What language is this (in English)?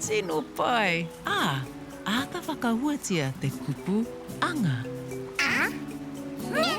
Māori